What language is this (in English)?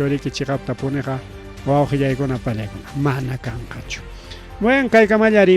Ayacucho Quechua